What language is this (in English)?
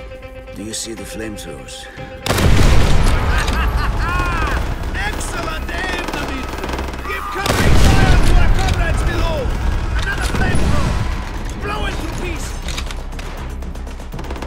English